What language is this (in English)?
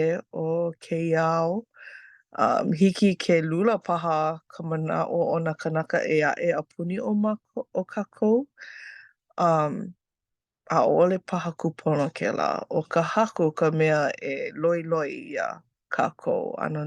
Hawaiian